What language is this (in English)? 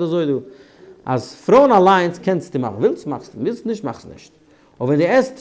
Yiddish